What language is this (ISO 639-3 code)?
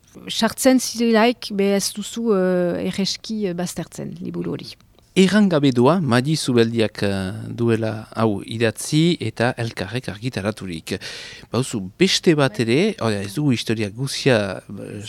eus